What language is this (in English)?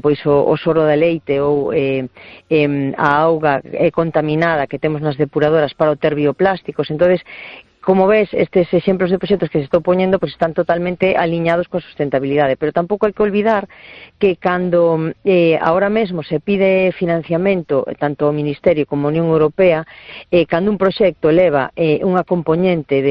Galician